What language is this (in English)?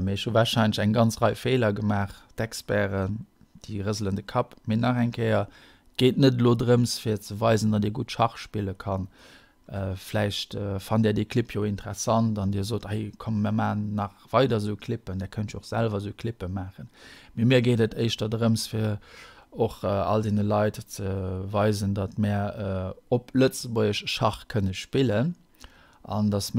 Luxembourgish